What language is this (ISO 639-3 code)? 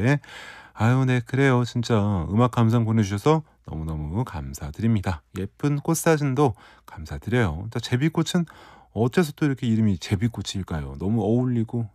kor